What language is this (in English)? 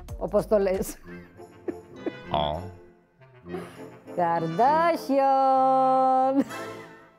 Greek